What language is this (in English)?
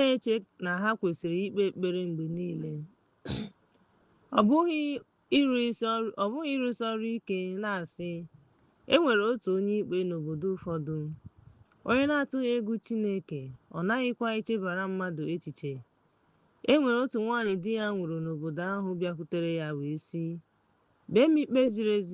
Igbo